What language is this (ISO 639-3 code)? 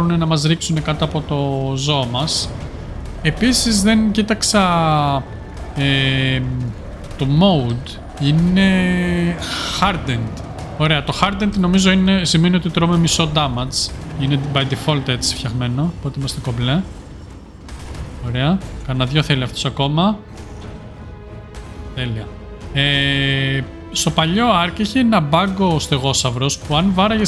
ell